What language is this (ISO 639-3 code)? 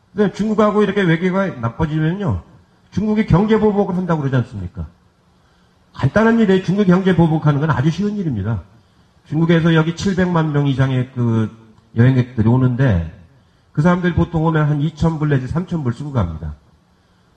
kor